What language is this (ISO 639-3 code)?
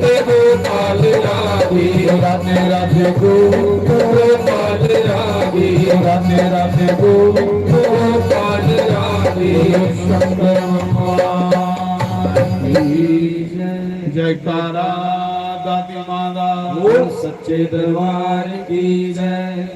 doi